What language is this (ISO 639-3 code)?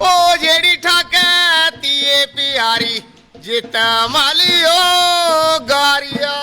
doi